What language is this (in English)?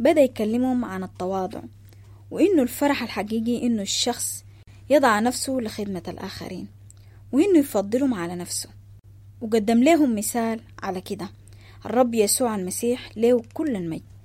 Sudanese Arabic